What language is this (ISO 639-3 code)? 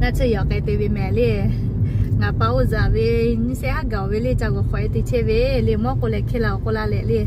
lhu